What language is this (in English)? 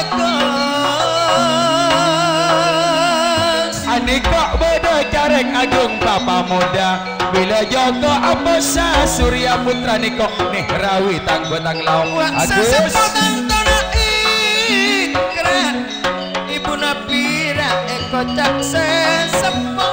Madurese